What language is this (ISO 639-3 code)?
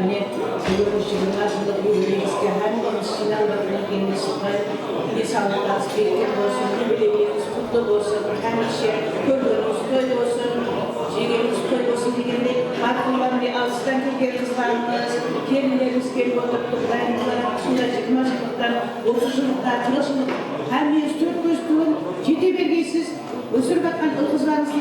kaa